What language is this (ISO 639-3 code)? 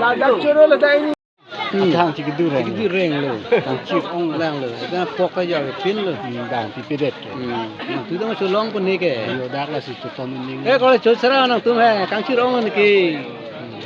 mjw